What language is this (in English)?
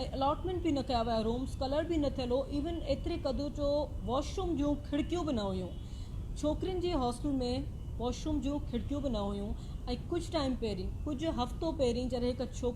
Sindhi